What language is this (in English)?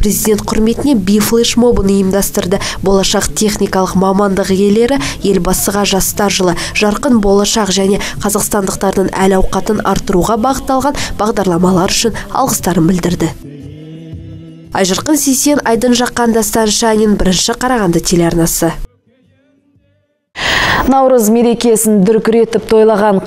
Kazakh